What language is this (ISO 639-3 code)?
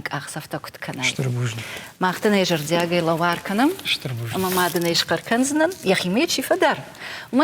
oss